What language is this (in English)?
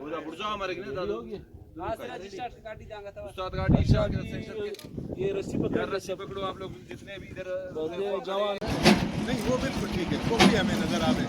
Brahui